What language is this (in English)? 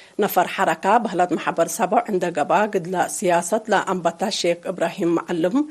Tigre